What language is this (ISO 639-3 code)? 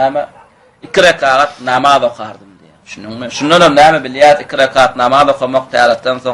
tuk